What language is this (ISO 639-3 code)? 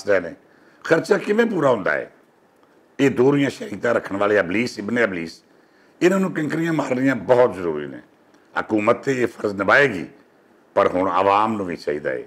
lah